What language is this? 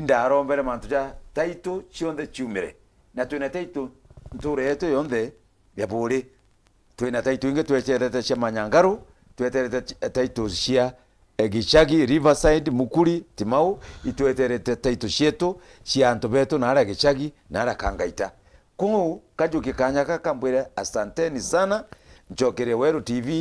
Meru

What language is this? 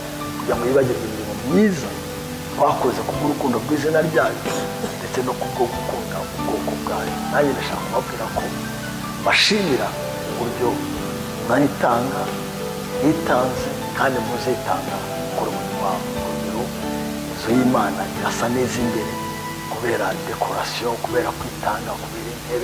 Kinyarwanda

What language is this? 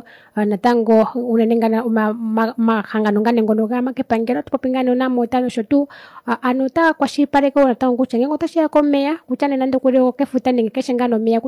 Kuanyama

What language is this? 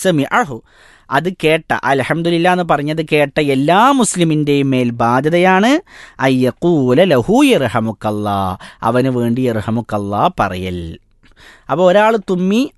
Malayalam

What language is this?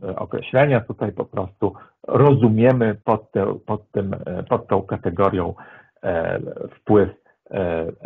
Polish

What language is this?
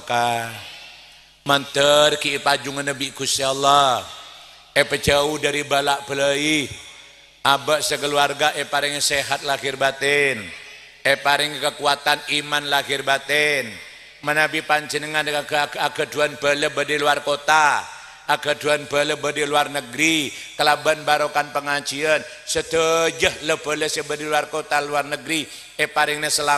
Madurese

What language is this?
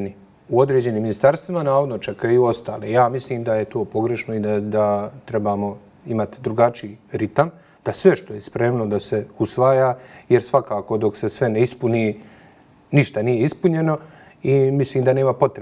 Bosnian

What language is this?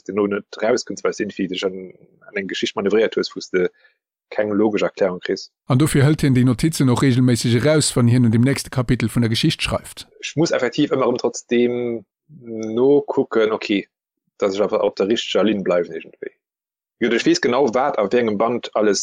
Luxembourgish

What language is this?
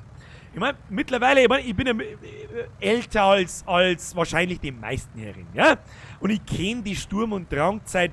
Bavarian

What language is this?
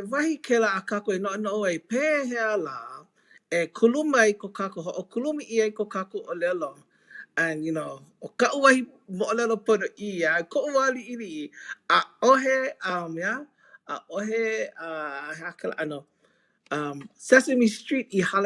Hawaiian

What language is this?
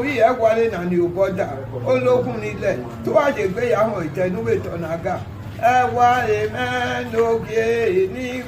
Bini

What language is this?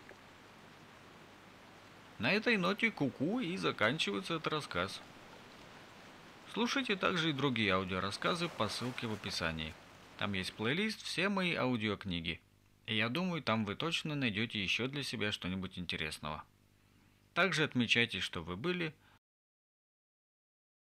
Russian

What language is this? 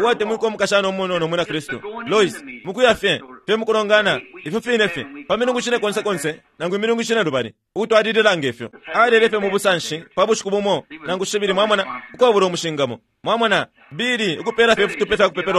Bemba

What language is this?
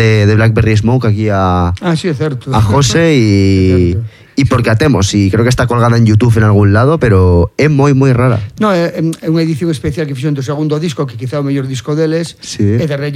Galician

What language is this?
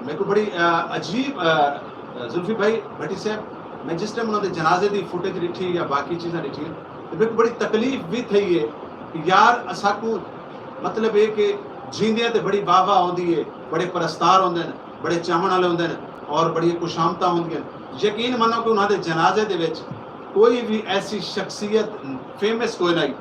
Saraiki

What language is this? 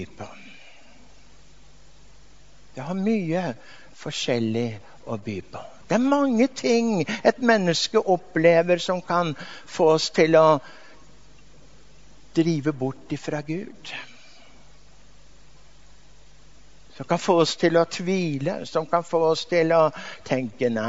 Norwegian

